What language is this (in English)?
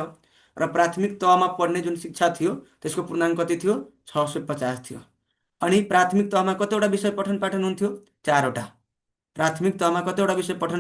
Nepali